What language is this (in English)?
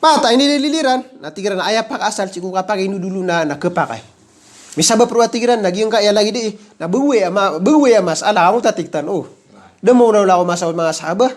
Maranao